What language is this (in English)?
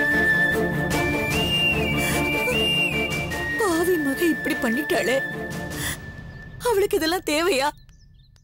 Tamil